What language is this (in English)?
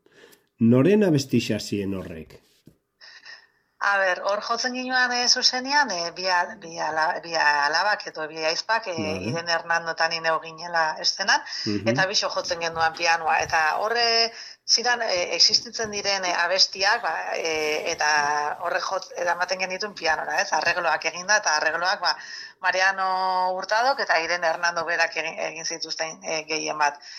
Basque